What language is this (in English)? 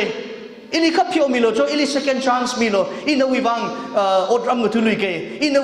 Tangkhul Naga (India)